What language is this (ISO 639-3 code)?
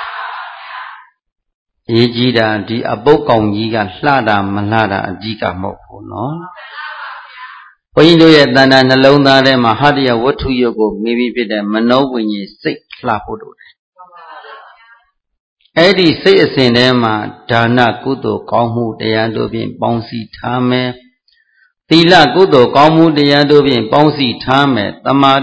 mya